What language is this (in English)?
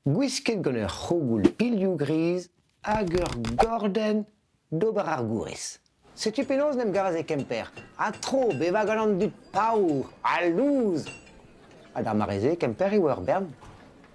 Breton